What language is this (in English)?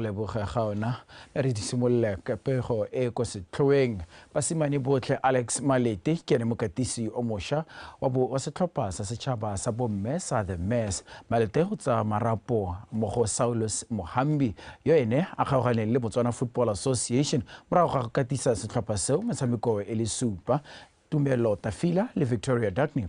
Tswana